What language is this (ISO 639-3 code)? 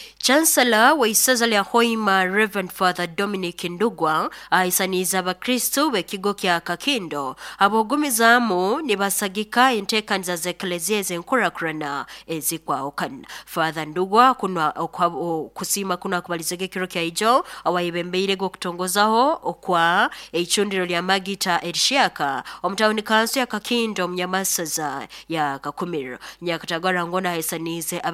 nyo